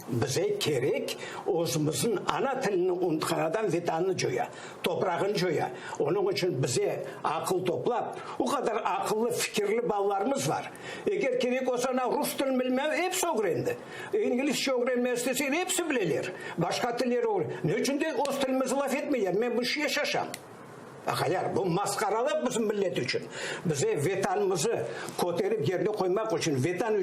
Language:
Crimean Tatar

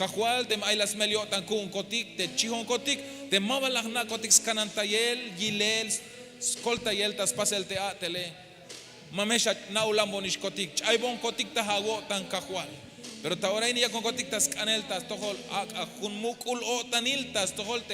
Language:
Tzeltal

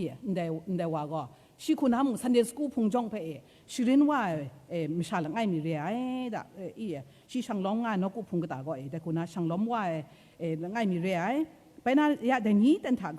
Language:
Kachin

